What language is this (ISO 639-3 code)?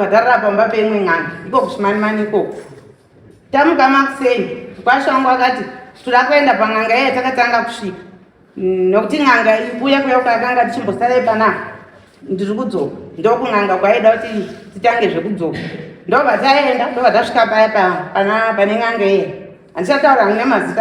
sna